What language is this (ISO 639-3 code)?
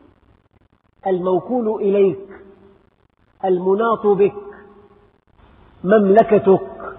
ara